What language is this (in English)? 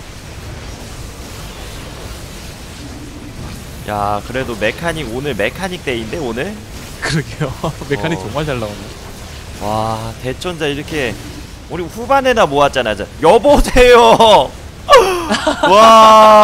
Korean